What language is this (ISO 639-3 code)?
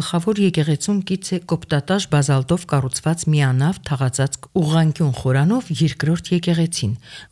hye